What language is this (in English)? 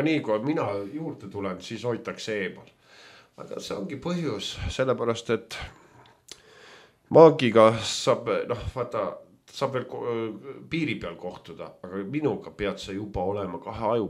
Estonian